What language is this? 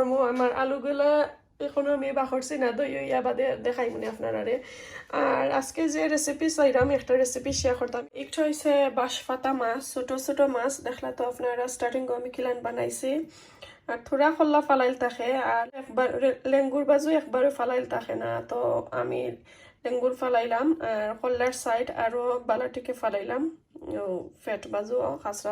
Sylheti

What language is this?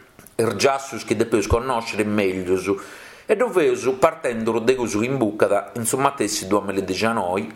Sardinian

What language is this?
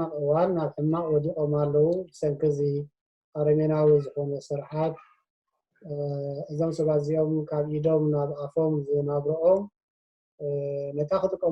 Tigrinya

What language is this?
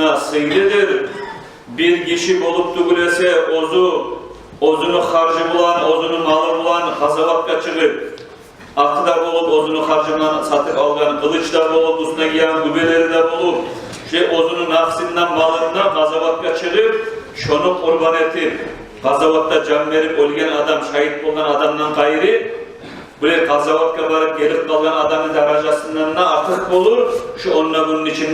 Kumyk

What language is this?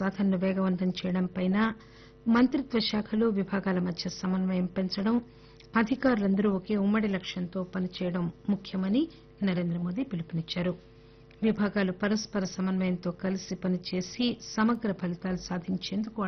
Telugu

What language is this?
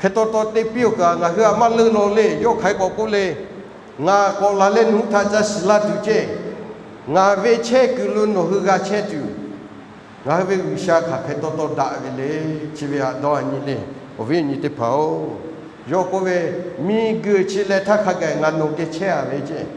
Lahu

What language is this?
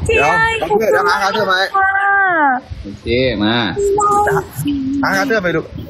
Thai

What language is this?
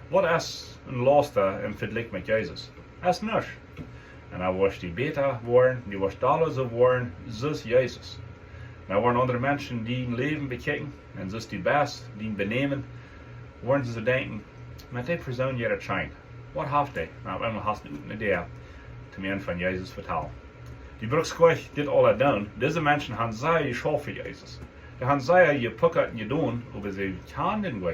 Plautdietsch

